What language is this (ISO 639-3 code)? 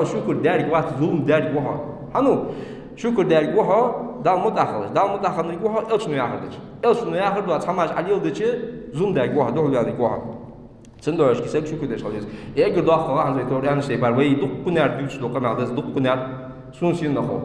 inh